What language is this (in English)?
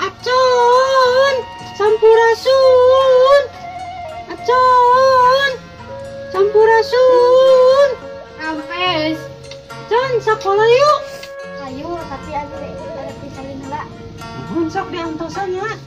Sundanese